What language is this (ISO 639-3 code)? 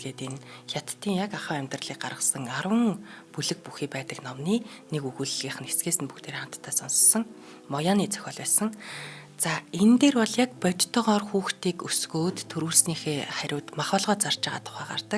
mon